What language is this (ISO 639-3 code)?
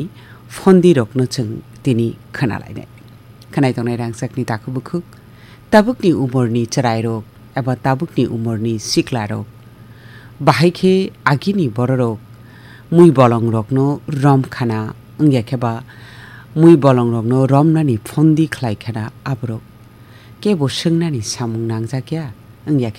trp